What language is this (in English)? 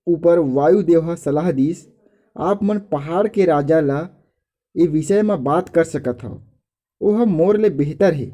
Chhattisgarhi